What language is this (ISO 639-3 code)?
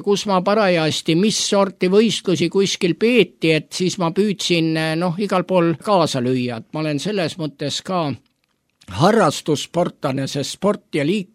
est